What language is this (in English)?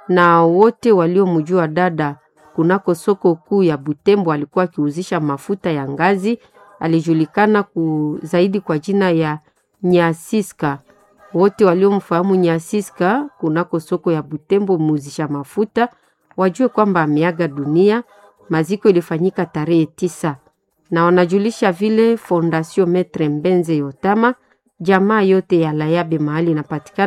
Swahili